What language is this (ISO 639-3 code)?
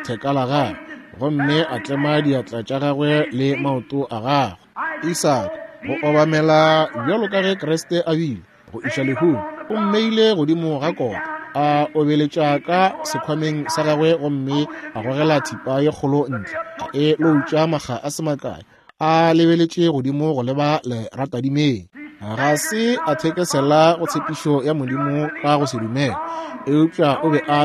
nso